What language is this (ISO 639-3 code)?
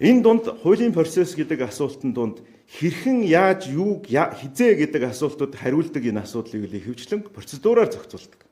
mon